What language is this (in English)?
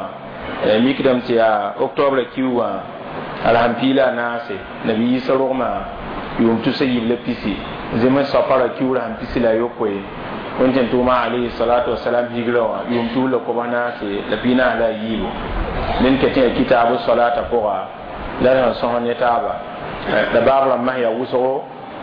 Mossi